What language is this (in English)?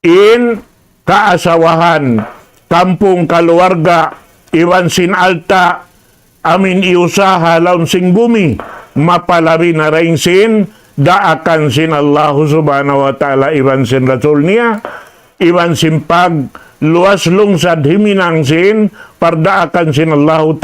Tausug